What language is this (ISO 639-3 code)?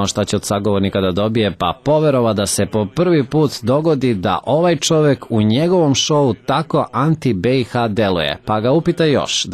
srp